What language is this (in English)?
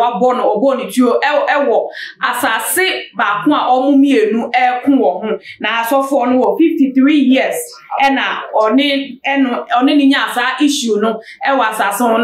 Akan